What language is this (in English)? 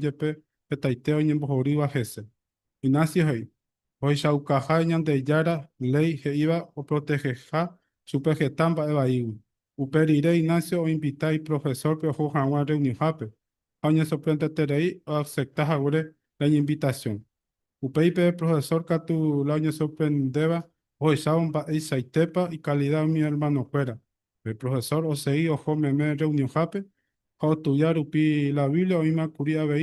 Guarani